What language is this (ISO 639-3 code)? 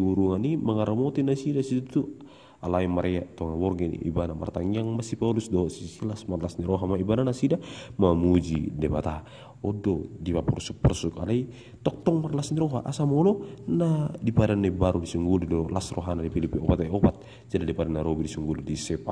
bbc